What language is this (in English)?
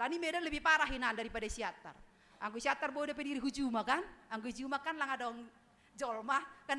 Batak Simalungun